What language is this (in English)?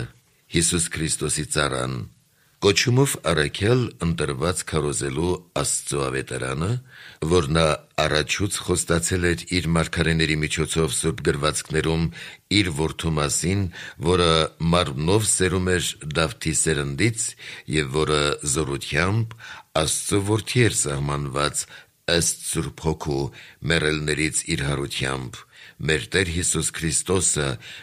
Armenian